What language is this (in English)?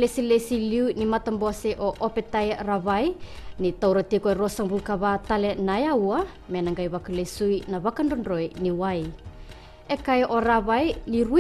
Fijian